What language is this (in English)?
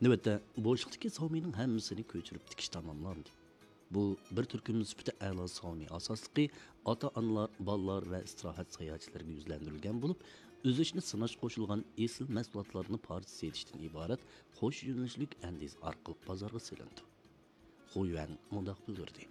Uyghur